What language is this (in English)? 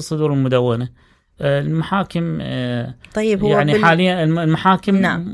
Mesopotamian Arabic